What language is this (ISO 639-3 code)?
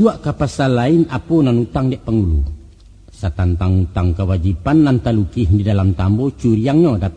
min